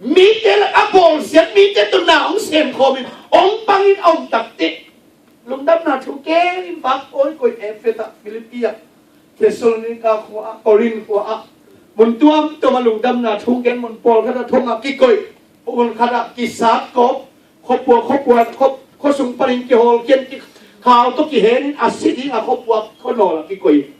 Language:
Tedim Chin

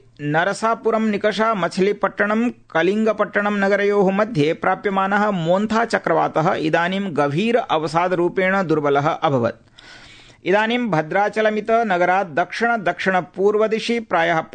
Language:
Sanskrit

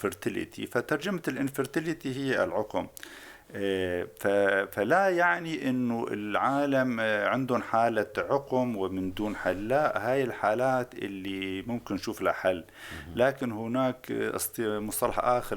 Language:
North Levantine Arabic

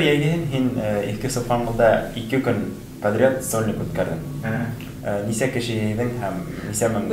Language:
Bashkir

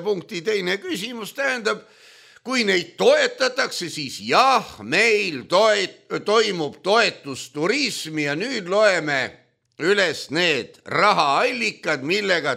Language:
Estonian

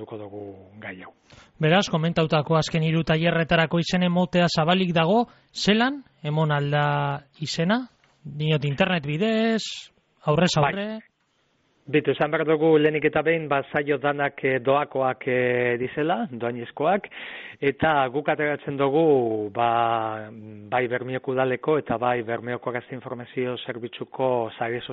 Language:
Basque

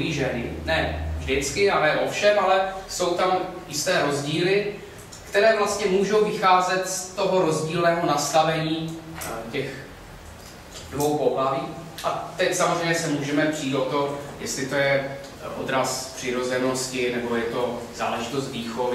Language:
Czech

